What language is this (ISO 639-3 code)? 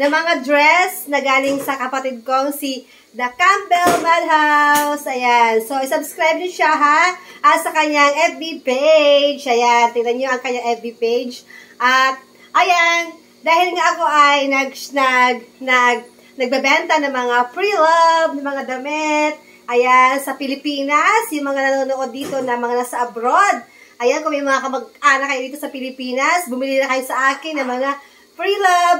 fil